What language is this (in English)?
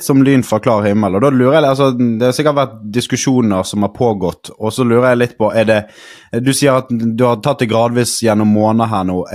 Norwegian